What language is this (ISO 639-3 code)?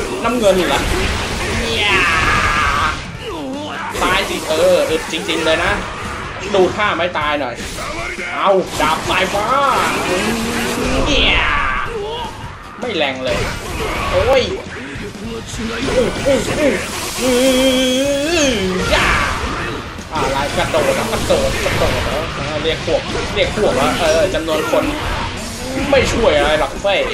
tha